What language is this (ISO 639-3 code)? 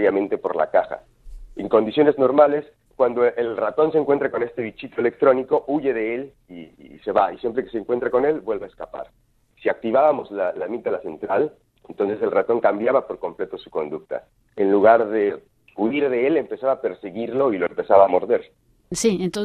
spa